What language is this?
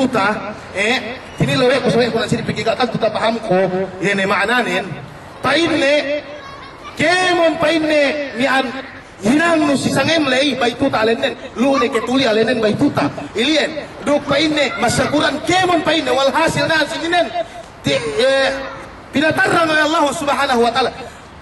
Yakan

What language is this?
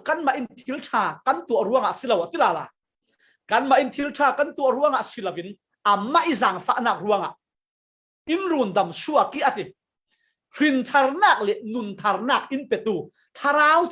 Falam Chin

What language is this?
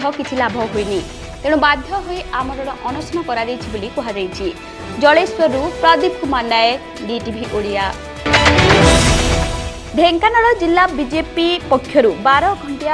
Odia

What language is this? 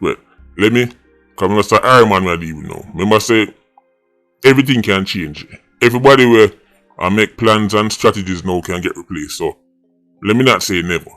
Jamaican Creole English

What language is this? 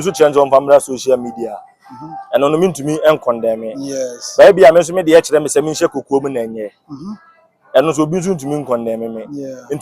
Akan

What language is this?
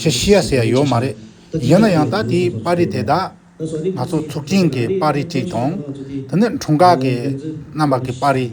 Tibetan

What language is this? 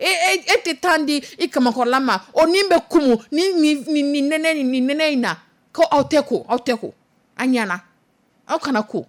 Dyula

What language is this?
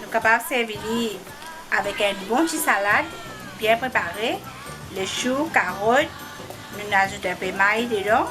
Morisyen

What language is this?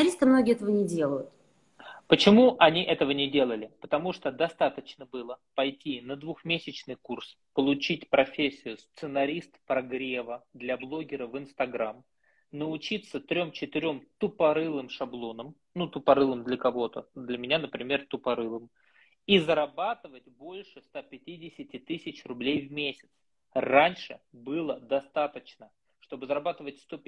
Russian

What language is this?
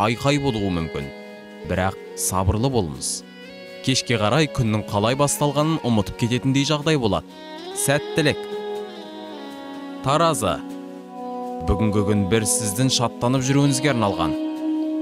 Kazakh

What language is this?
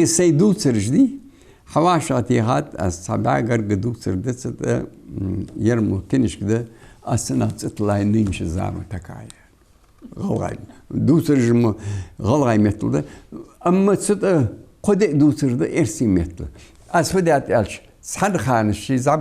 Ingush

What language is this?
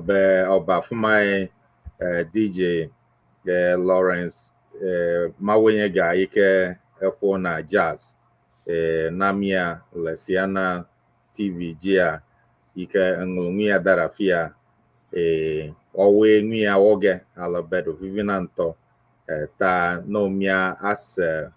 Ewe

